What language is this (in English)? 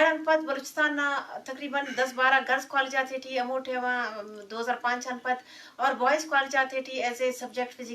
Eastern Balochi